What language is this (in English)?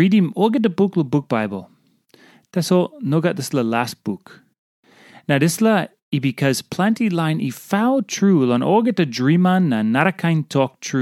Tok Pisin